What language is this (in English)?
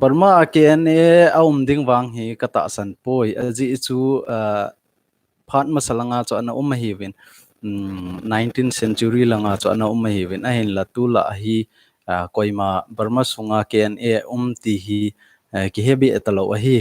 Thado Chin